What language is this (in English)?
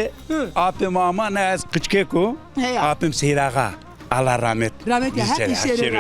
Zaza